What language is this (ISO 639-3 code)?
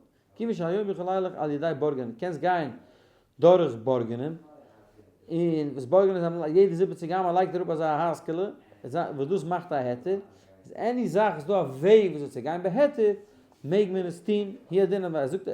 yid